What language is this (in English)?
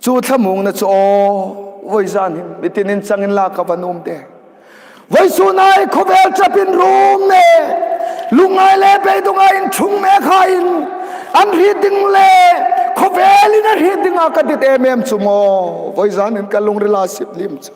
Hmar